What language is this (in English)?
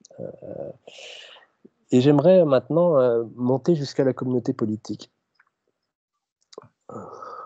French